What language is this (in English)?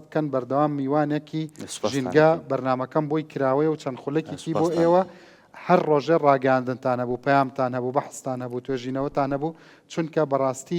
Central Kurdish